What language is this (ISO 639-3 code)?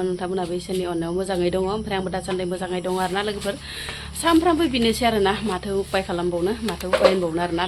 brx